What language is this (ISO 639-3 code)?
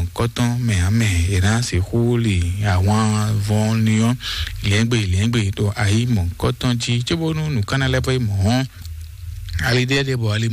fon